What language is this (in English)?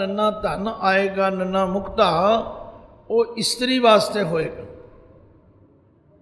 Punjabi